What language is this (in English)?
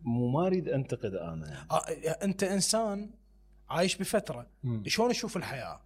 Mesopotamian Arabic